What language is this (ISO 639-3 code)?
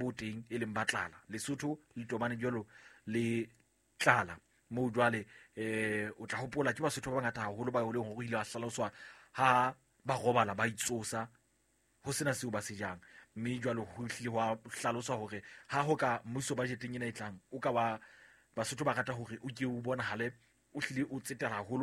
sot